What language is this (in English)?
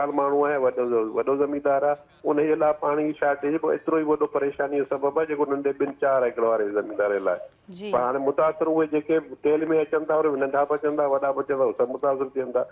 Sindhi